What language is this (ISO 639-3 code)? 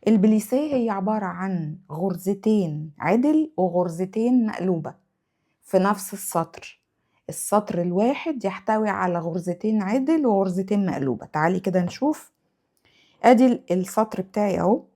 arz